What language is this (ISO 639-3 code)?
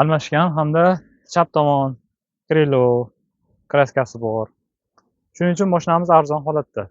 uzb